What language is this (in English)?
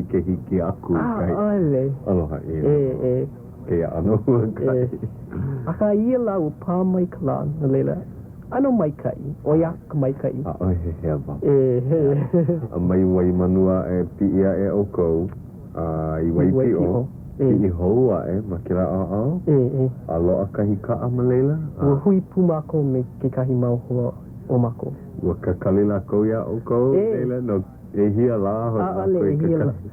Hawaiian